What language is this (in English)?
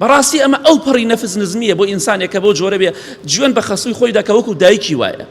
Central Kurdish